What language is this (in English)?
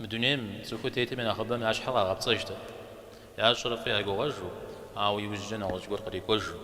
Kabardian